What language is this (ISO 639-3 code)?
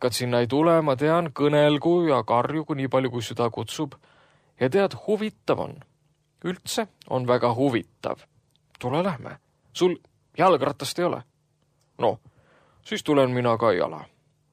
est